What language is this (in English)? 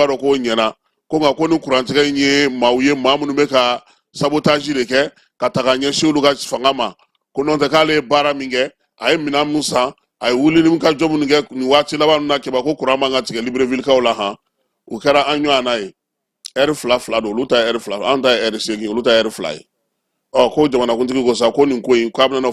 Bambara